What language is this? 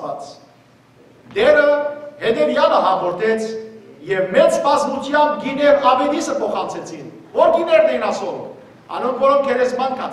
Western Armenian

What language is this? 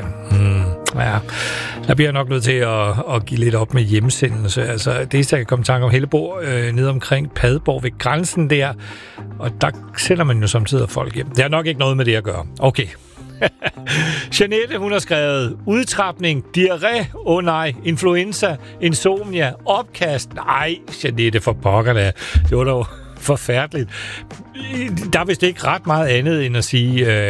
Danish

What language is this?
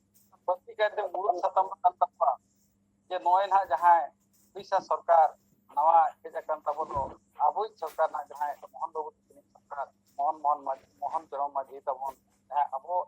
Santali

